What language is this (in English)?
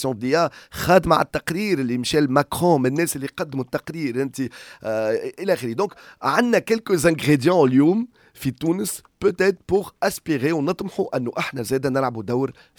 Tunisian Arabic